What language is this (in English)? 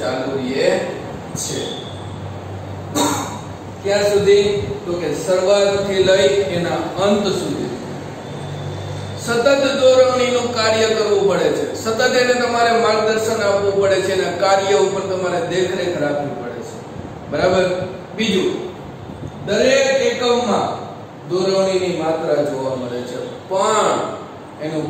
Gujarati